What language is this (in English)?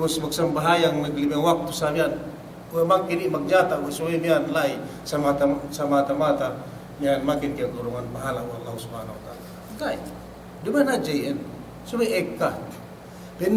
Yakan